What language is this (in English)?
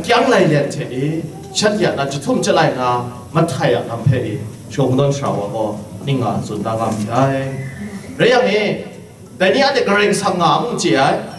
Kachin